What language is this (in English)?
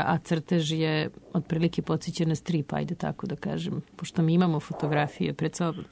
Serbian